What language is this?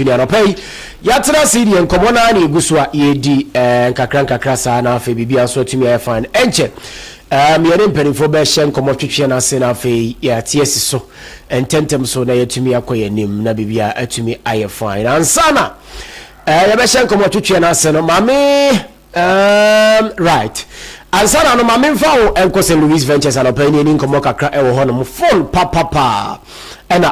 Akan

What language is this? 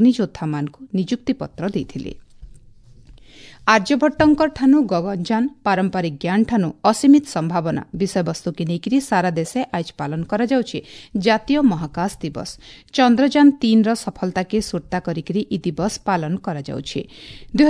Odia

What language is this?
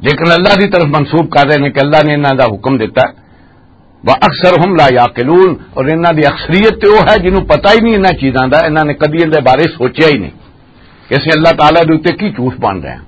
Western Panjabi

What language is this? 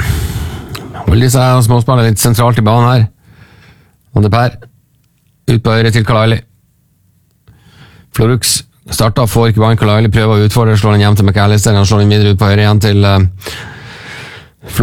Norwegian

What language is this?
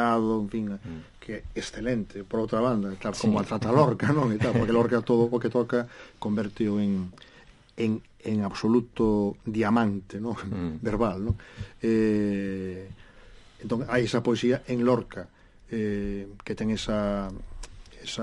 Galician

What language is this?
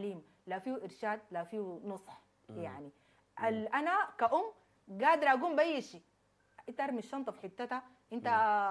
Sudanese Arabic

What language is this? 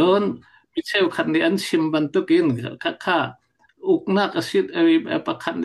Falam Chin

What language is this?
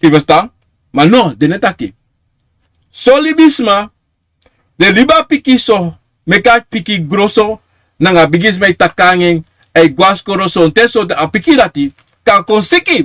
Sranan Tongo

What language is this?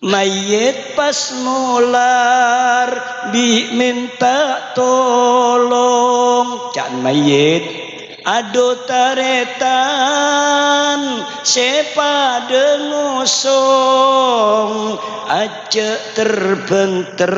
Madurese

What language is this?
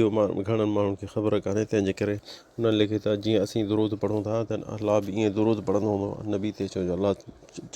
Sindhi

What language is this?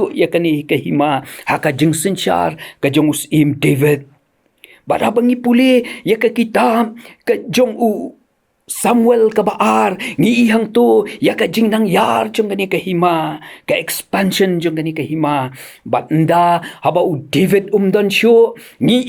Khasi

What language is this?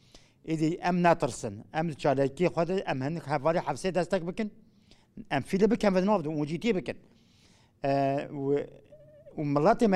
Kurdish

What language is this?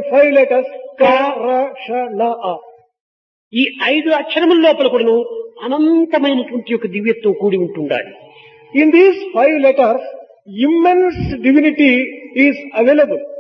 Telugu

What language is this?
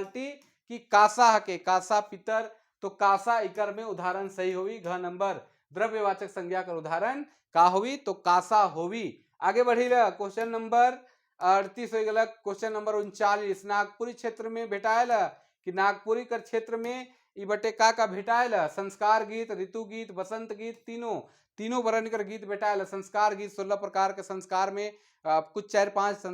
Sadri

